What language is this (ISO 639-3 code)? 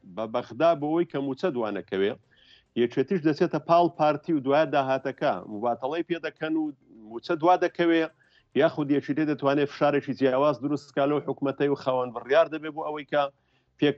ckb